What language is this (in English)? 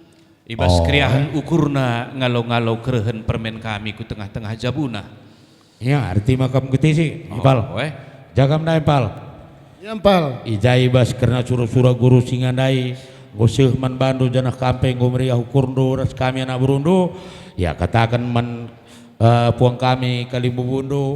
Batak Karo